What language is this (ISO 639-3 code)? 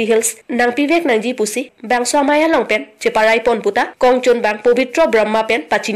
mjw